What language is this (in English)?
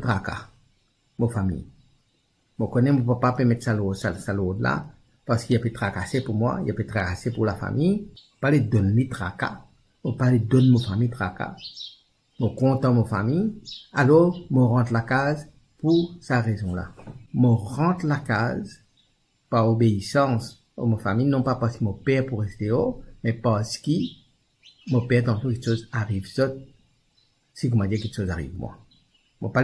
Morisyen